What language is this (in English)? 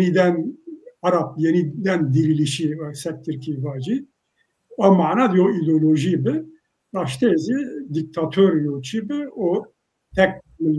Zaza